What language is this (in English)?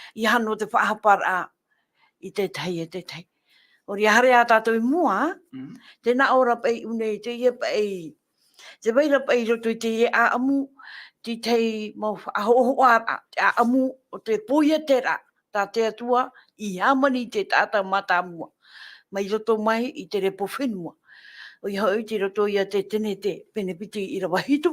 Tahitian